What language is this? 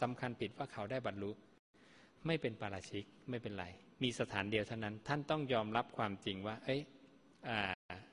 Thai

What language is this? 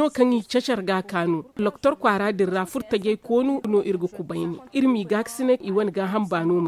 Zarma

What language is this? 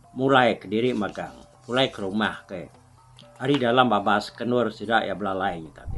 Iban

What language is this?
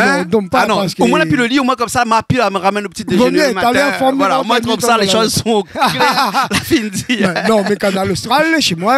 Réunion Creole French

